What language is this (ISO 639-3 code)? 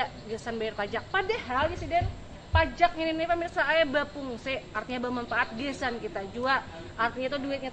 bjn